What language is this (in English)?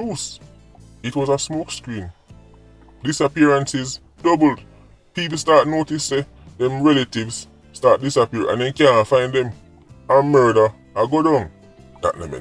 Jamaican Creole English